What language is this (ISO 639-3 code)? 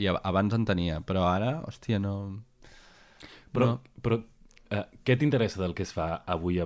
cat